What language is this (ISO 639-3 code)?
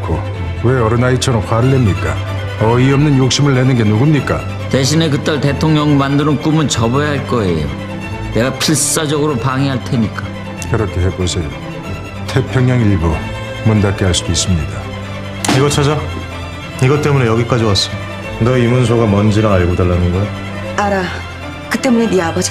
kor